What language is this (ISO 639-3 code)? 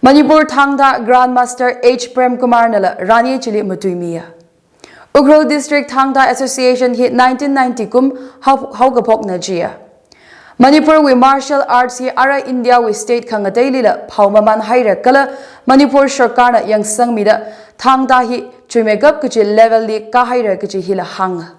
nmf